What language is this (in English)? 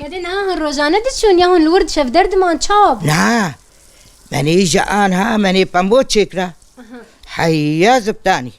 Kurdish